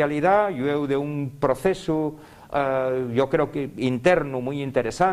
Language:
Asturian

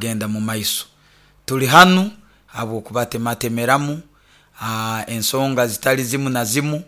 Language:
Nyoro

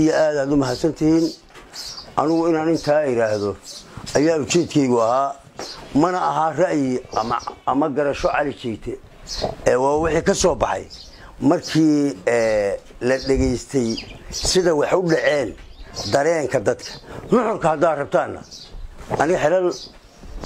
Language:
Somali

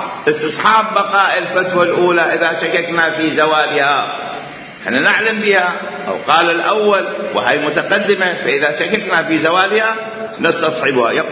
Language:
Mesopotamian Arabic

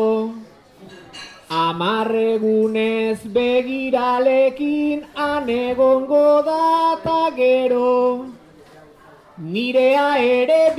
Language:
Basque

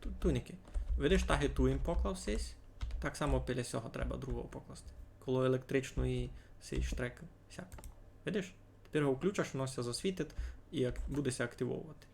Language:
Rusyn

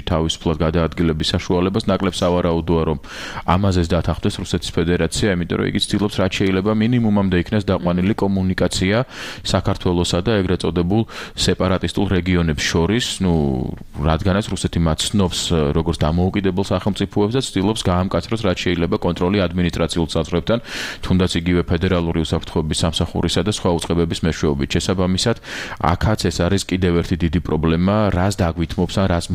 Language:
Georgian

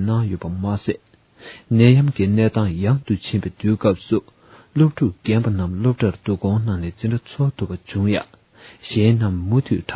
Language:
Tibetan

